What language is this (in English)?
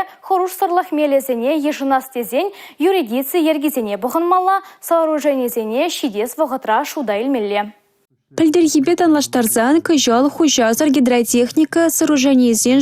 Chuvash